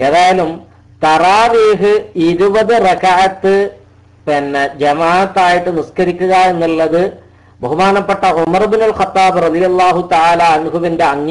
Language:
Malayalam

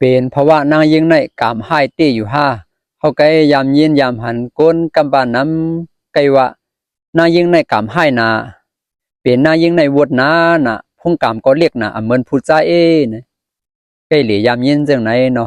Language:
Shan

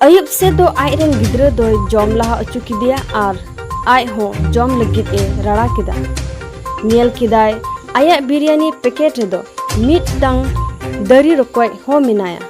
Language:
Santali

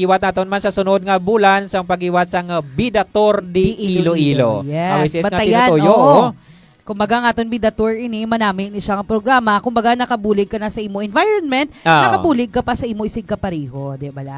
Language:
Hiligaynon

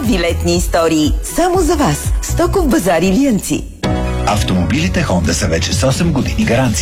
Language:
Bulgarian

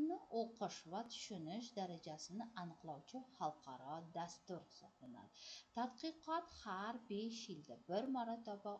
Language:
Uzbek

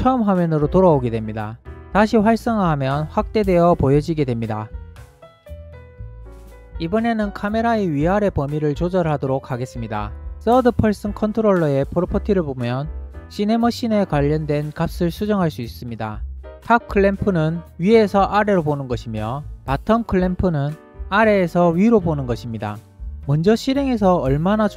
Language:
Korean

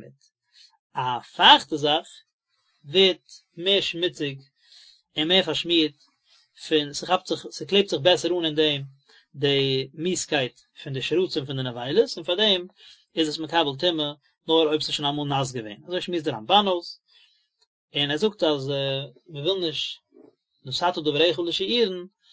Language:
Yiddish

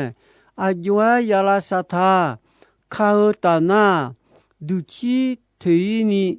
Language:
Akha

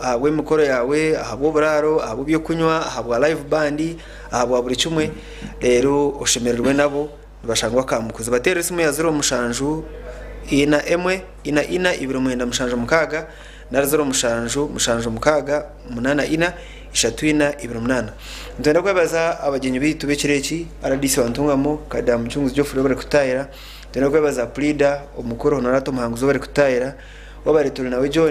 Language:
Nyankole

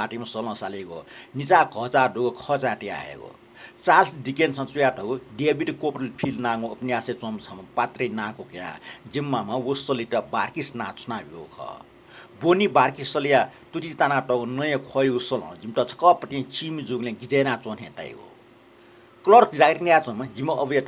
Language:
Newari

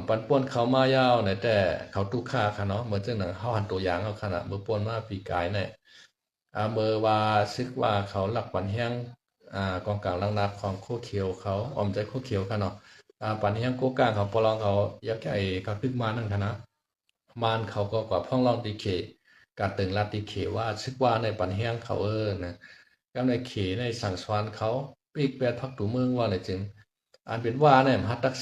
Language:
Shan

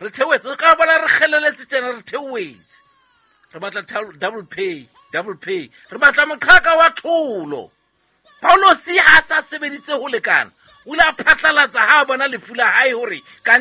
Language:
Southern Sotho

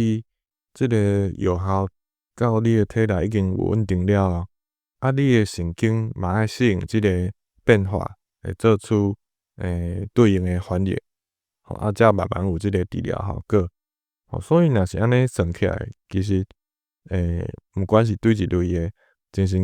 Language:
Min Nan Chinese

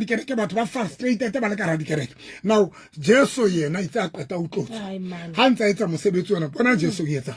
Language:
Southern Sotho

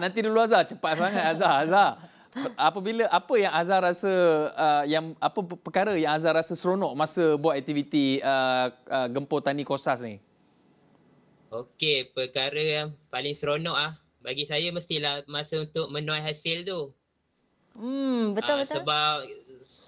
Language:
Malay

